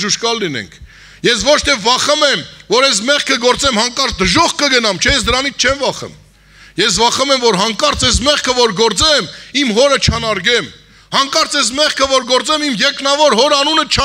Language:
Armenian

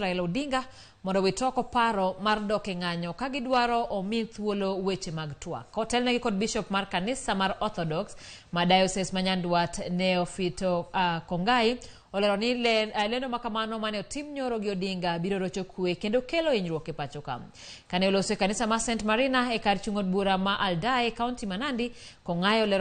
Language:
Luo (Kenya and Tanzania)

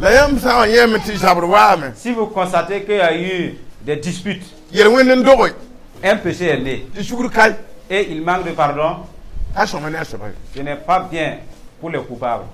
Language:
Mossi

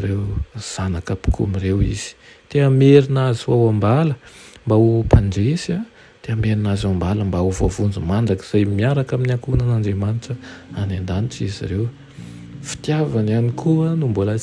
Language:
Malagasy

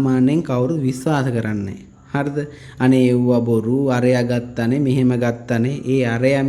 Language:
Sinhala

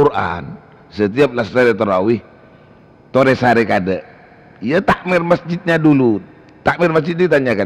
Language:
Madurese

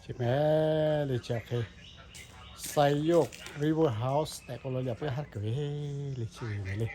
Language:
Lahu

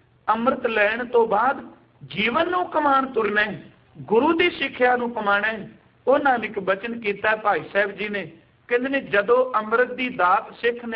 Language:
Punjabi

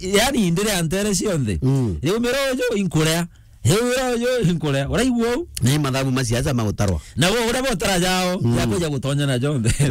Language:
Meru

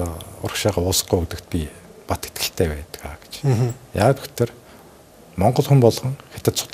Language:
Mongolian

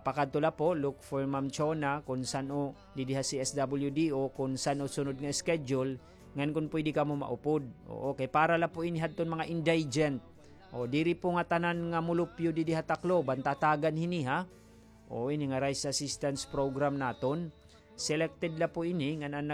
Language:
Waray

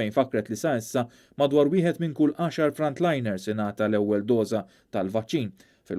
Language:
Maltese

